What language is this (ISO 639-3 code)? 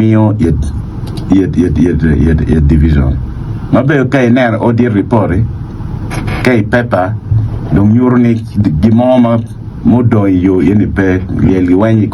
ach